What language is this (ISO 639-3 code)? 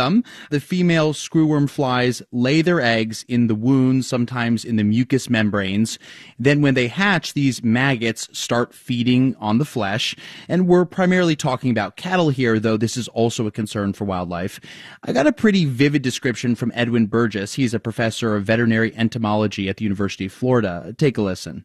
eng